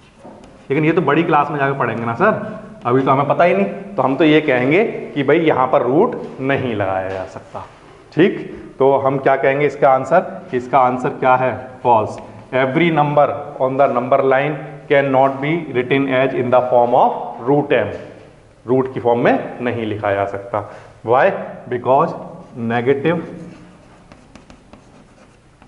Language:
Hindi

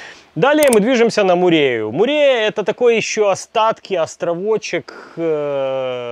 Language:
Russian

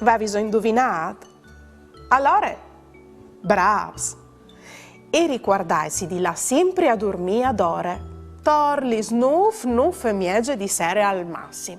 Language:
Friulian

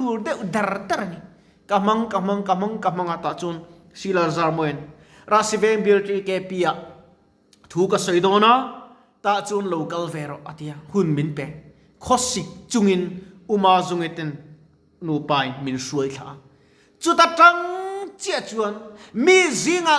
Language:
Mizo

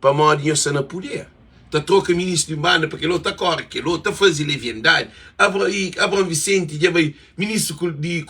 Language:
Kabuverdianu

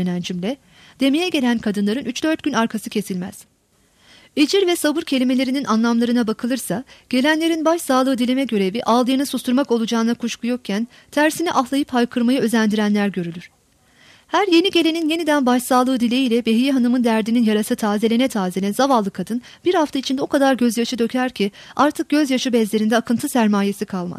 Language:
Turkish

